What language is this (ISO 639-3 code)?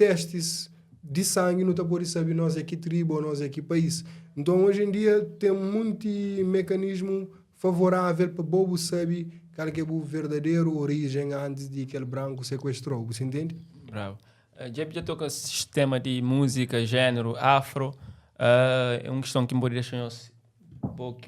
kea